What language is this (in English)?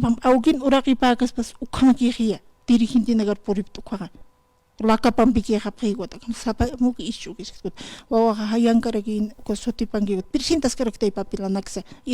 Aymara